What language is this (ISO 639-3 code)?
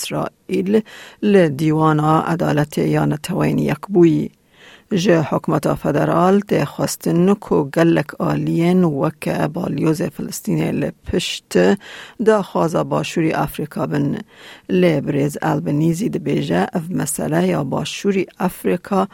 kur